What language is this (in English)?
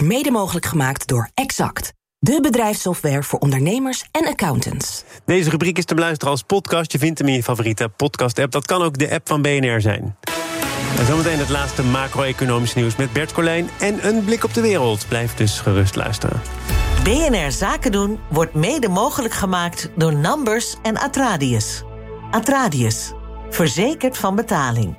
Dutch